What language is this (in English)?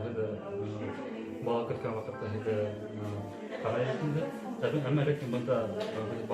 Bashkir